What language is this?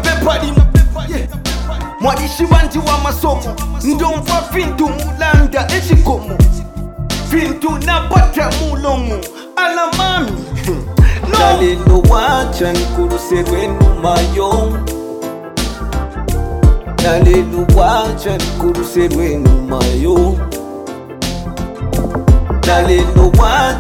Bemba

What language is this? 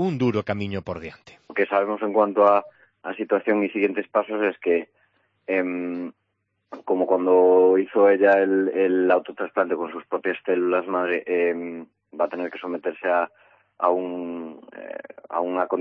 Galician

